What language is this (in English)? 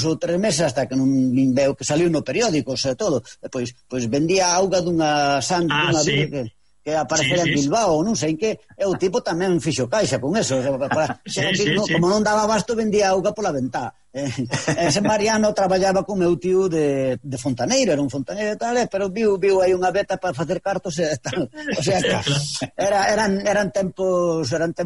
Galician